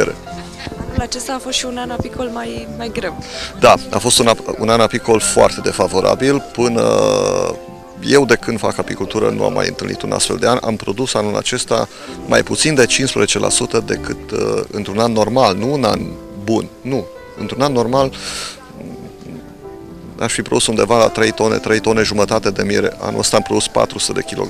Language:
Romanian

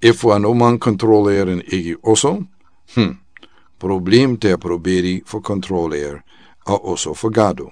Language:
Sranan Tongo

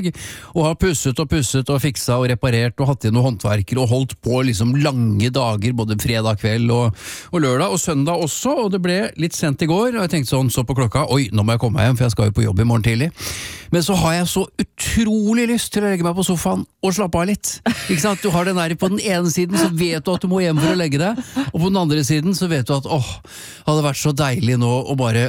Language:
Norwegian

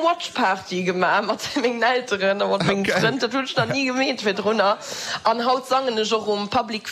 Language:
Luxembourgish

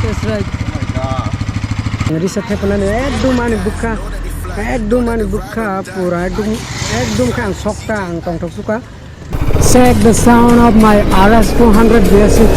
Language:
Kok Borok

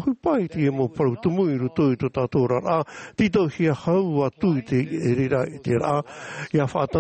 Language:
Tahitian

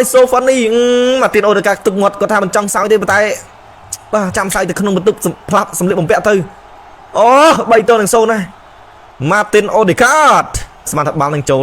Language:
Khmer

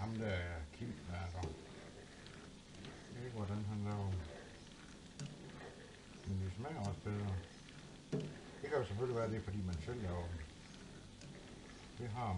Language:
Danish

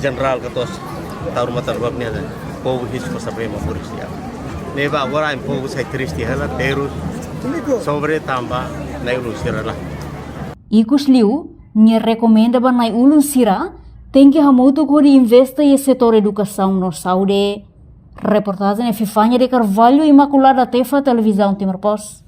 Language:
Tetum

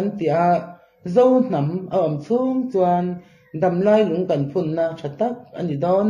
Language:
Mizo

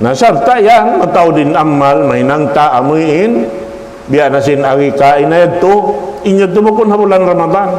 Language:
Tausug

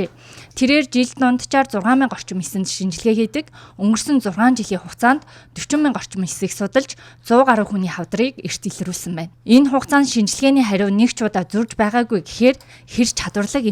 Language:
Mongolian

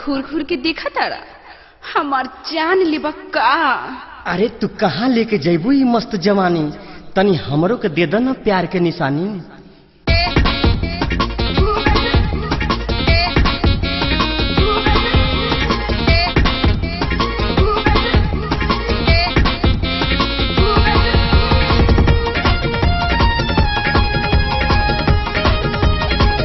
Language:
Bhojpuri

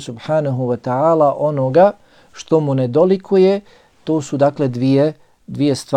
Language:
Bosnian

